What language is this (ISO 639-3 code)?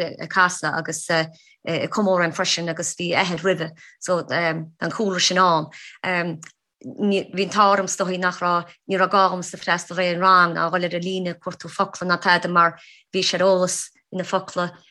gle